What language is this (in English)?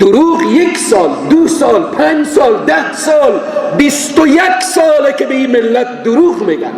Persian